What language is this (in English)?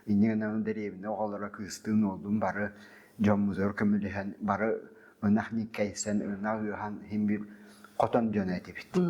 Yakut